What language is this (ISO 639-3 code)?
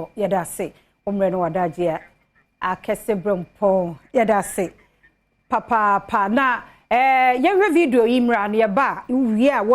aka